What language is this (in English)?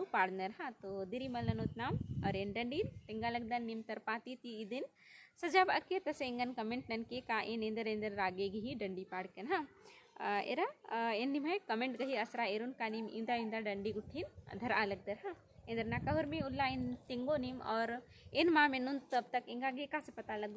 Kurukh